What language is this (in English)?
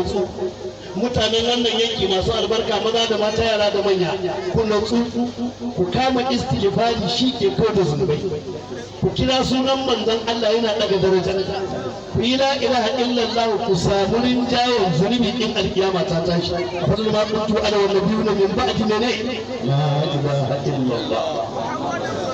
Hausa